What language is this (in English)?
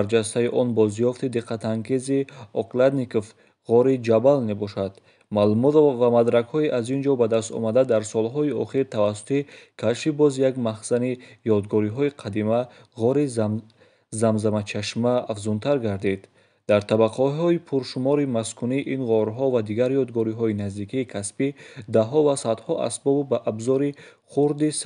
Tajik